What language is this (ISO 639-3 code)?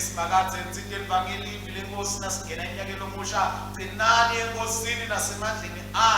ssw